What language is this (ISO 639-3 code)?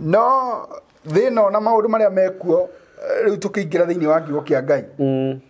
kik